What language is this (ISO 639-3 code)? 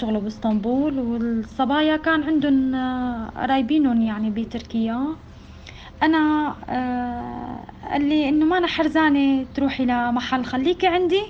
apc